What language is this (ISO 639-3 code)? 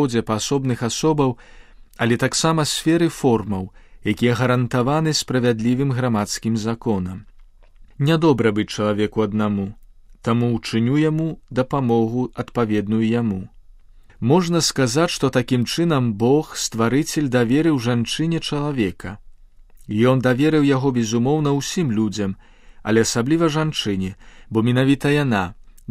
bel